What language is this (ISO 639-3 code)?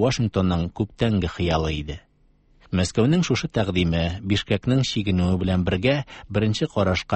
tat